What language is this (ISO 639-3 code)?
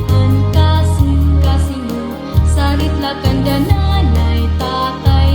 war